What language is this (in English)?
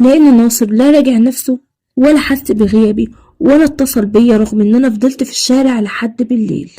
Egyptian Arabic